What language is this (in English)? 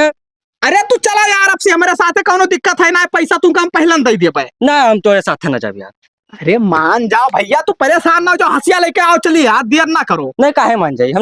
Awadhi